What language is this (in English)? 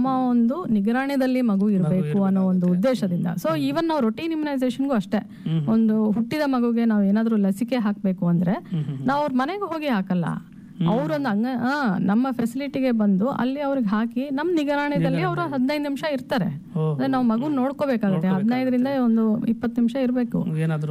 Kannada